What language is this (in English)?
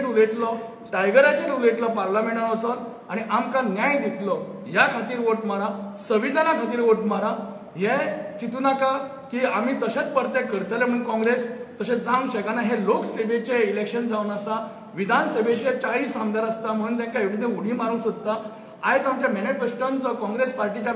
Konkani